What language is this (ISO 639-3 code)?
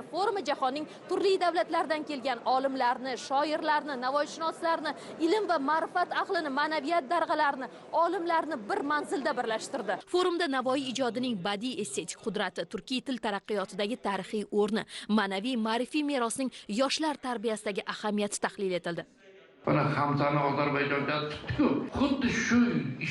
uzb